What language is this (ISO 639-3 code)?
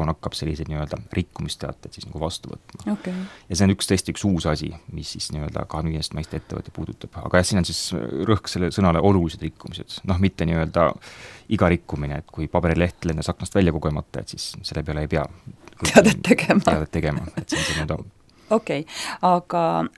est